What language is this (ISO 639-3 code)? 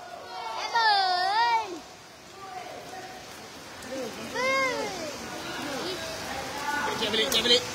msa